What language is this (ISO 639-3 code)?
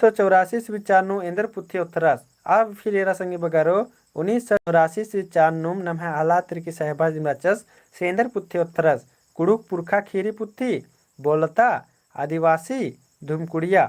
kru